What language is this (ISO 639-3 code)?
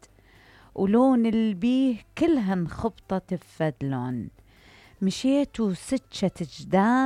acm